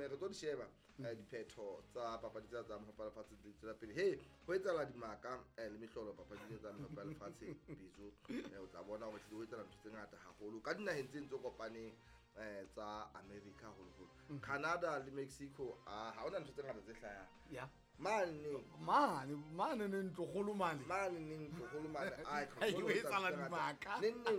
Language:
Southern Sotho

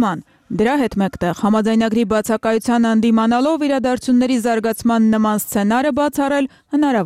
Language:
Armenian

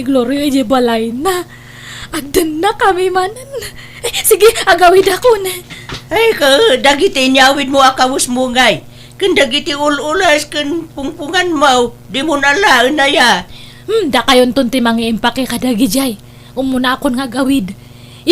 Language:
Iloko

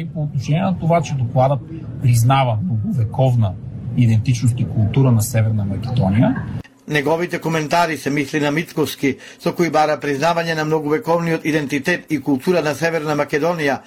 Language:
Macedonian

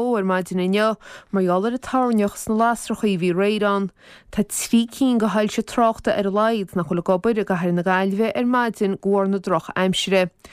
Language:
Irish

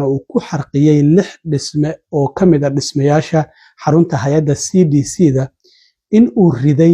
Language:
Somali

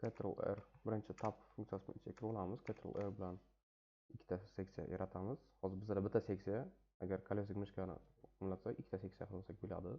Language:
Uzbek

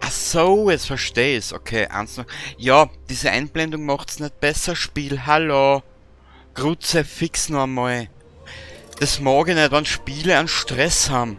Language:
Bavarian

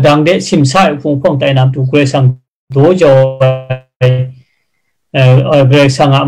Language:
Kachin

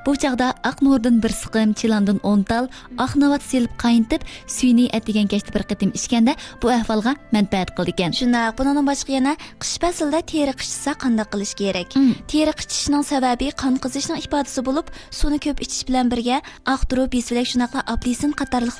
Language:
Uyghur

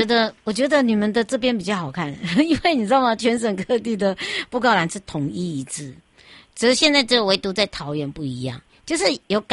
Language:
Chinese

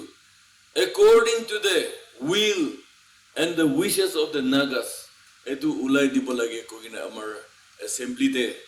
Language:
Naga Pidgin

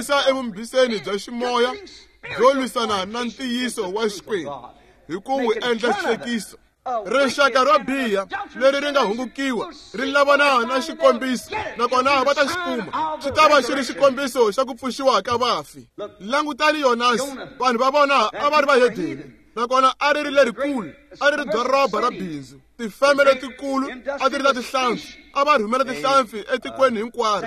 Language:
Tsonga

